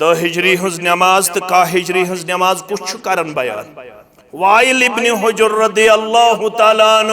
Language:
Kashmiri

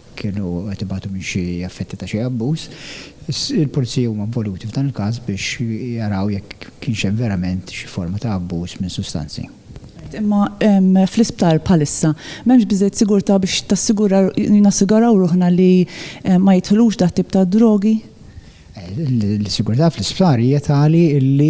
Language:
Maltese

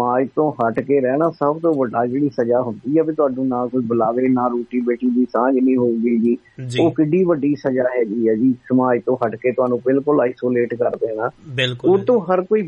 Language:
Punjabi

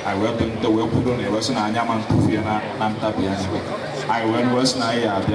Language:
Igbo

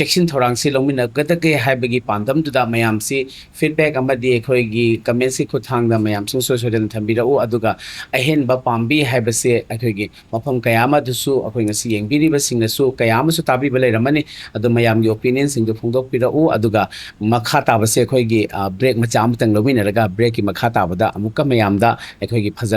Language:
Manipuri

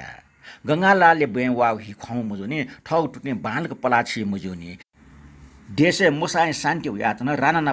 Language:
Newari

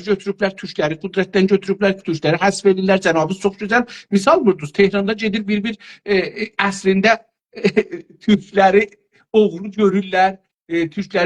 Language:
South Azerbaijani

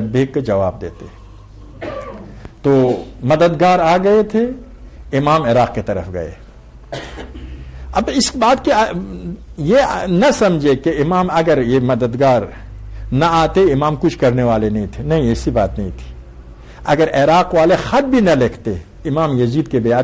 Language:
Urdu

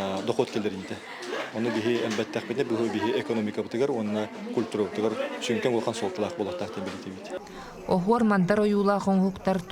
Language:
Yakut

